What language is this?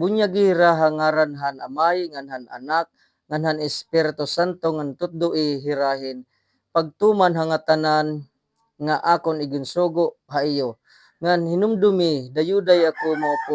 Waray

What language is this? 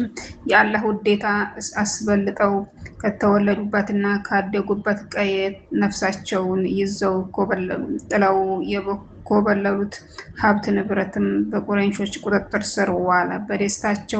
Amharic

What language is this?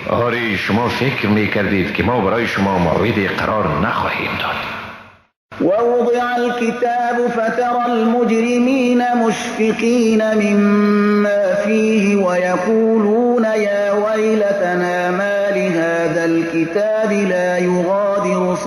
Persian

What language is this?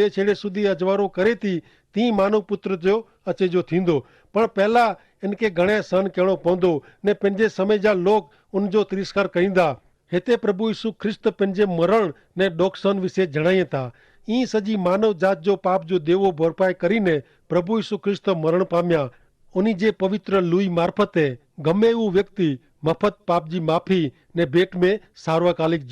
Kachhi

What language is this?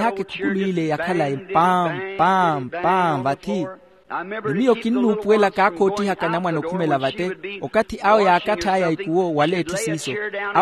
Makhuwa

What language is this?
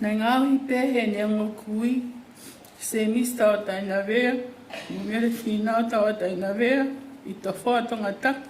Tongan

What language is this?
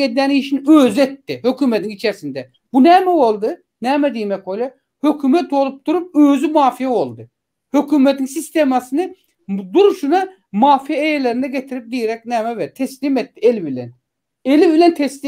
Turkmen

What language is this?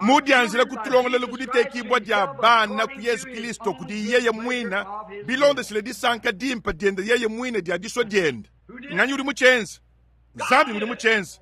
Luba-Lulua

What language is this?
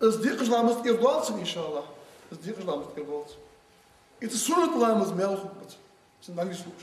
Ingush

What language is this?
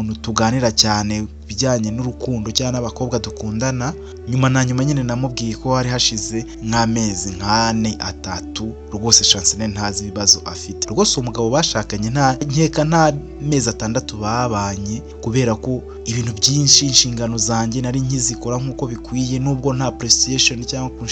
Kinyarwanda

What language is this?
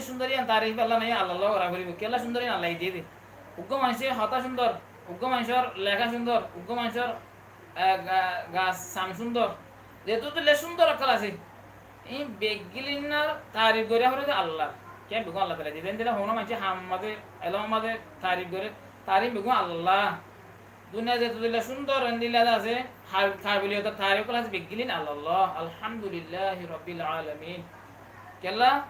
Rohingya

